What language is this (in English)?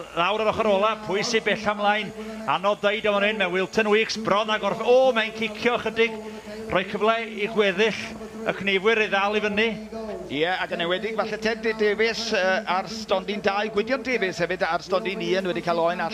Welsh